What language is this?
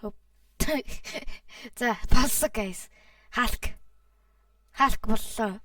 Mongolian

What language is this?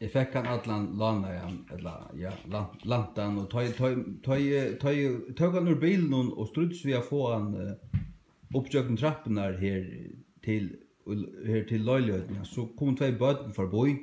Faroese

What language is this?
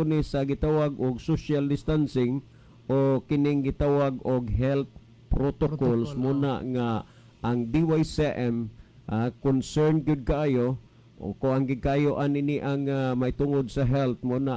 Cebuano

